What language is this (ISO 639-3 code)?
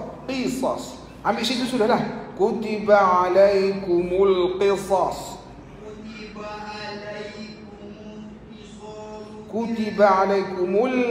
msa